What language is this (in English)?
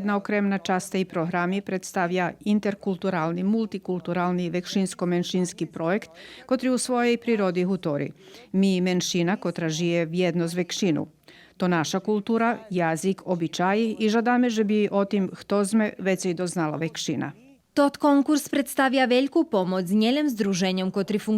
Rusyn